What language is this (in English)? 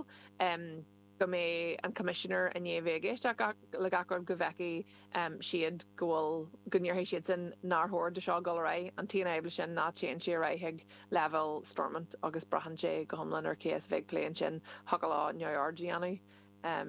Irish